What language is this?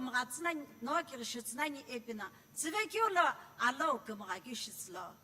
Sumi Naga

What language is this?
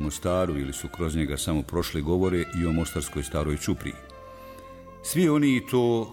Bosnian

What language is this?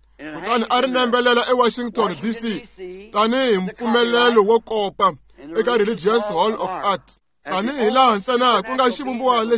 Tsonga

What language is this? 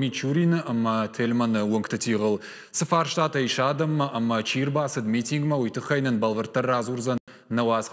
Ossetic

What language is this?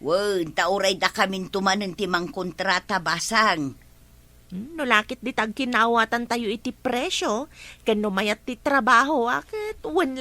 Iloko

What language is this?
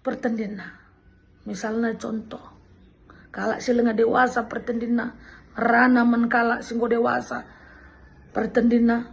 Batak Karo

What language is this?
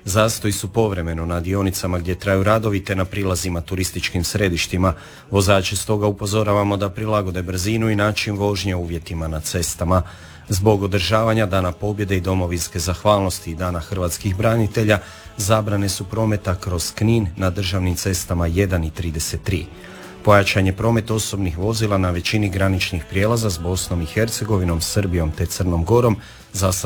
Croatian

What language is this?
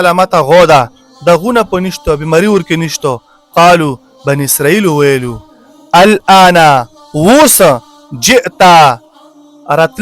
Pashto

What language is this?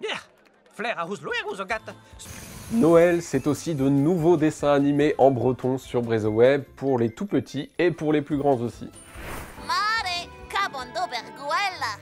Breton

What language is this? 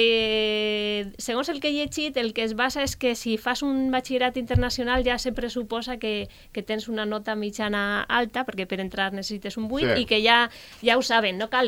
Catalan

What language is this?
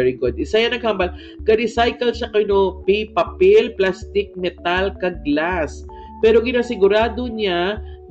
Hiligaynon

